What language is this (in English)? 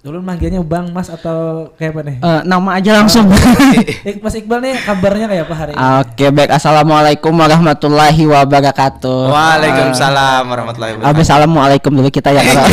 Banjar